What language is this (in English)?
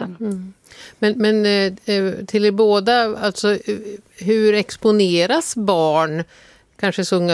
Swedish